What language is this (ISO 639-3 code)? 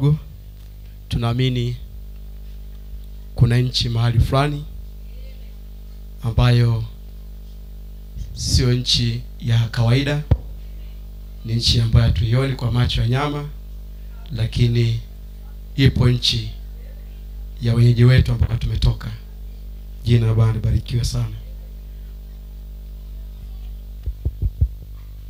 swa